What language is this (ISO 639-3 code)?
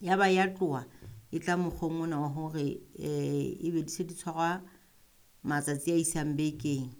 sot